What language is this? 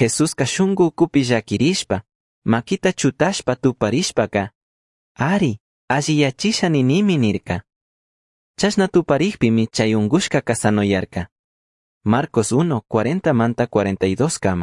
Chimborazo Highland Quichua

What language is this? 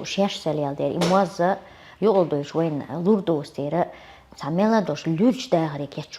Chechen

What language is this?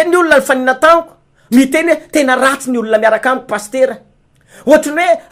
Malagasy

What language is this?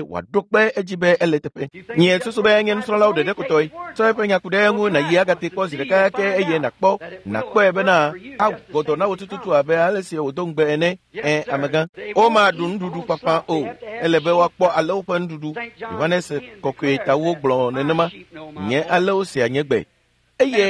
Ewe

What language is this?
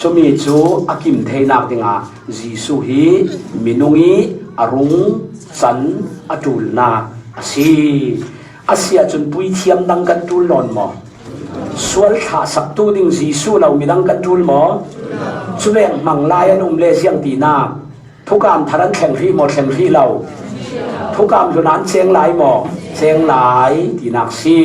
Falam Chin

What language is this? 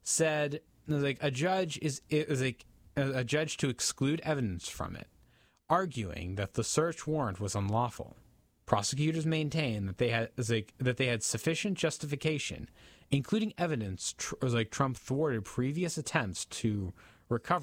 English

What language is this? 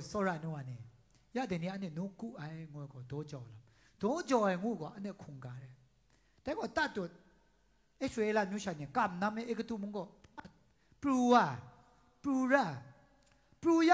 Kachin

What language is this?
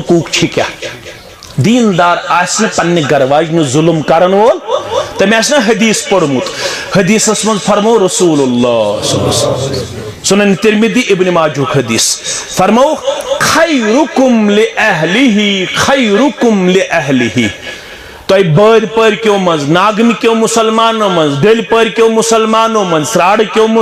Kashmiri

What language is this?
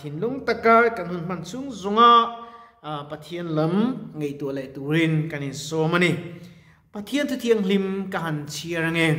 Mizo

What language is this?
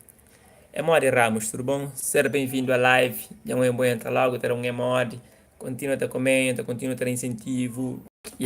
Kabuverdianu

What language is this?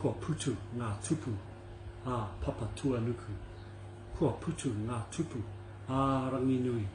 Māori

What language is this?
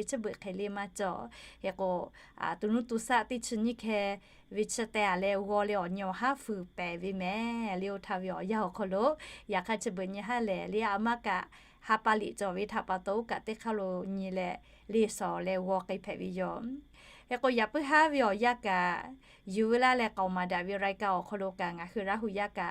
Lahu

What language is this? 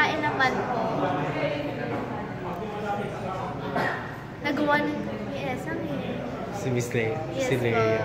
Filipino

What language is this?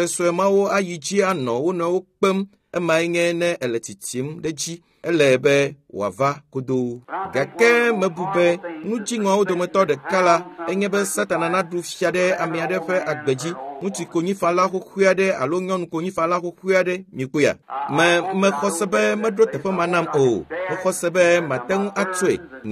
Ewe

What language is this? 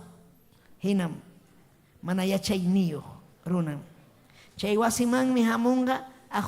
Ayacucho Quechua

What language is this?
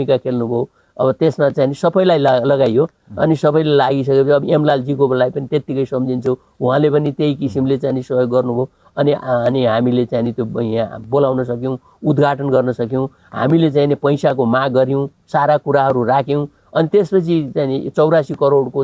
Nepali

